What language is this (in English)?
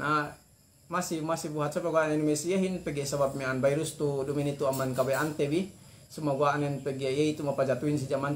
Yakan